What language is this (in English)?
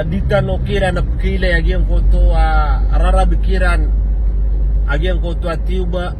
Maranao